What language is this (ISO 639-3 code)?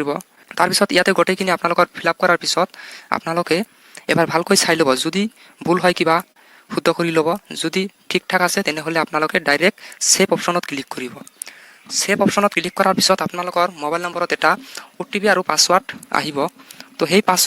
asm